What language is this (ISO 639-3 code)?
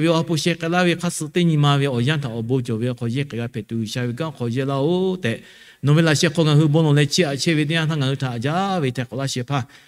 lhu